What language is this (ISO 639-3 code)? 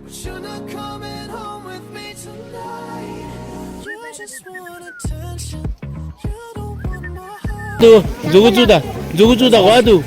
bod